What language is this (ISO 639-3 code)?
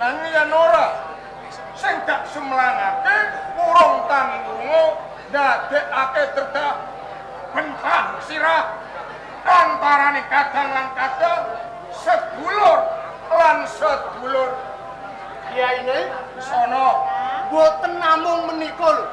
jav